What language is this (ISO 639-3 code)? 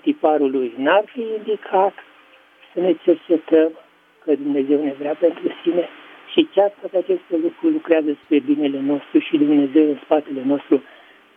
ron